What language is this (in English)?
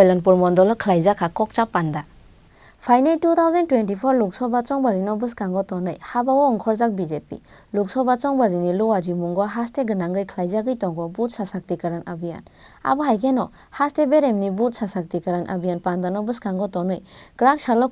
Kok Borok